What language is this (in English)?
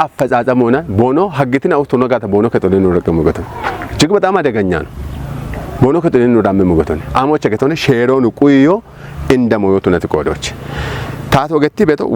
Kafa